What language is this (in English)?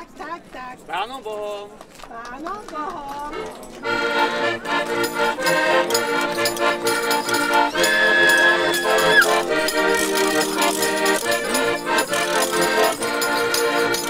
Slovak